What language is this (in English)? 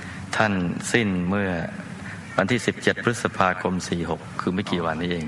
Thai